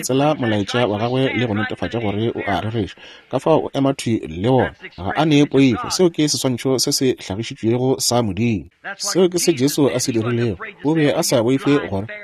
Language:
Northern Sotho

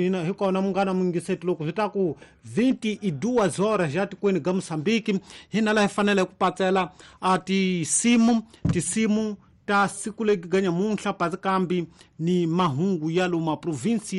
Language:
Tsonga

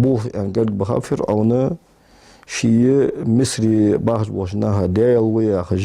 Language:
Ingush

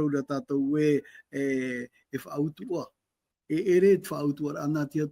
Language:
Tahitian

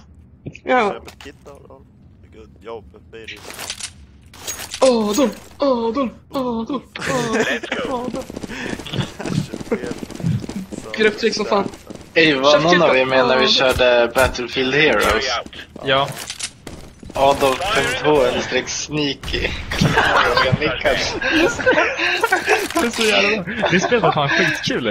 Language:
Swedish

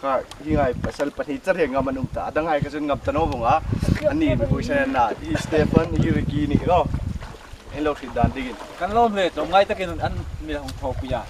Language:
Hmar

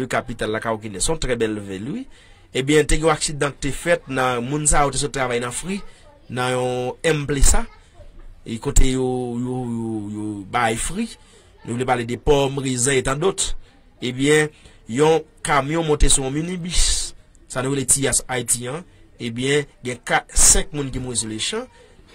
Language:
Haitian Creole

